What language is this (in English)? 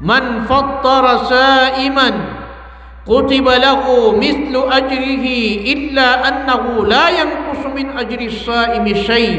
Maranao